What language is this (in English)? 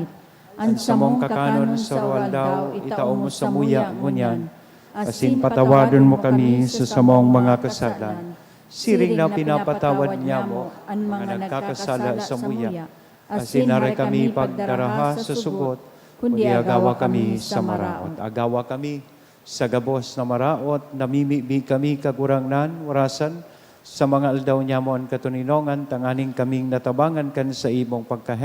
Bikol